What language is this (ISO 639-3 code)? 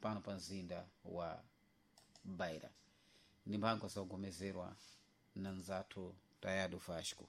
seh